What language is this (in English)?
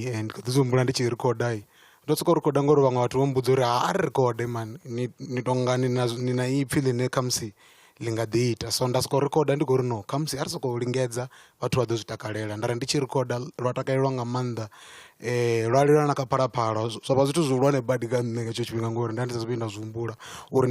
Venda